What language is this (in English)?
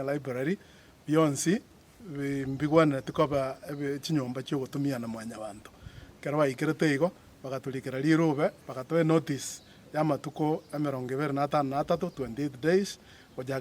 Gusii